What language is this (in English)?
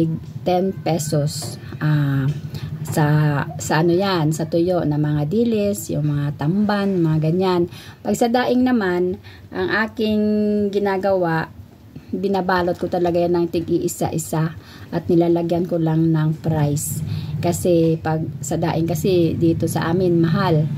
Filipino